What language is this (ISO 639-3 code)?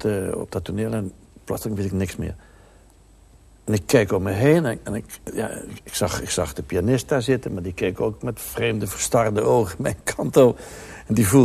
nld